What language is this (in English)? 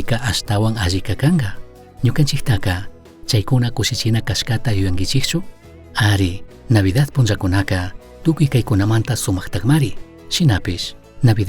Chimborazo Highland Quichua